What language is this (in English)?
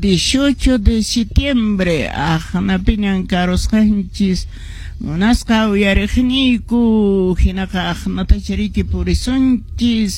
Quechua